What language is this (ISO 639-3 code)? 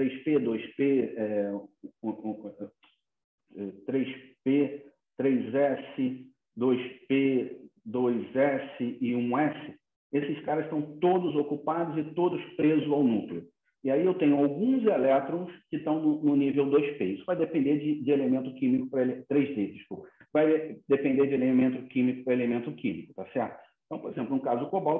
por